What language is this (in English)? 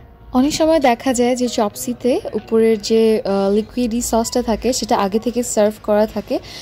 Bangla